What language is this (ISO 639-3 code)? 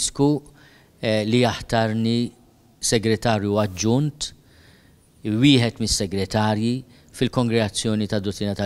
mlt